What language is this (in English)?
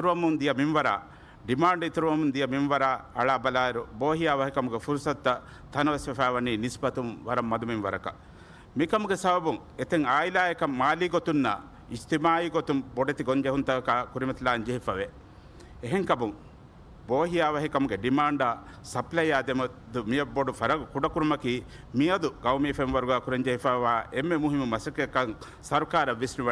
Divehi